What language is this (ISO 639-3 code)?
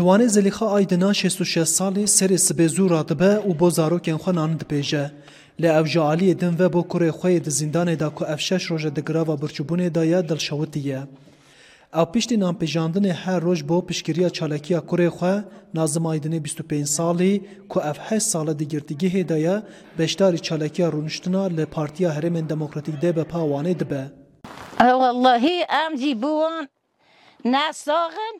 kur